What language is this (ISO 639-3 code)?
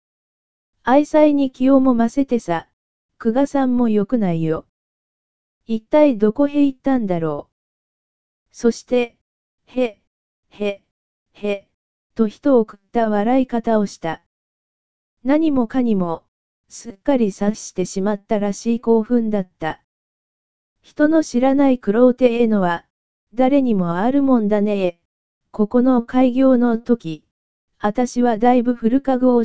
jpn